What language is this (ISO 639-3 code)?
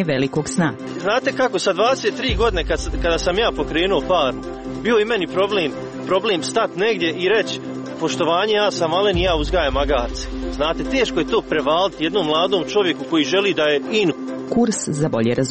hrv